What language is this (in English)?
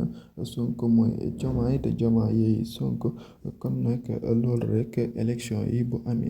Wolof